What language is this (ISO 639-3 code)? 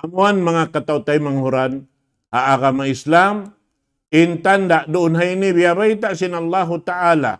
tsg